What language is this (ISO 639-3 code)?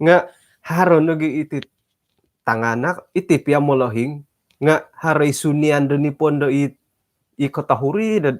dtp